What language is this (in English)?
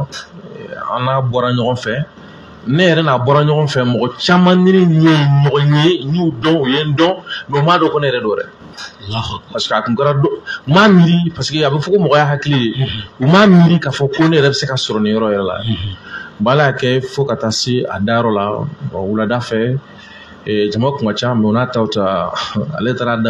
Bambara